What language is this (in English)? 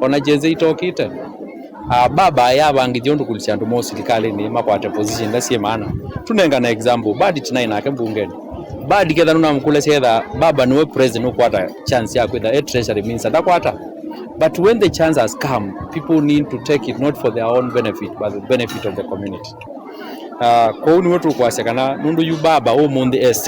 Kamba